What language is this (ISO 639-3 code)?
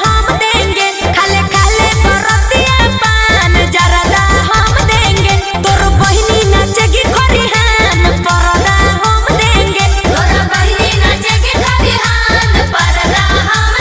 mag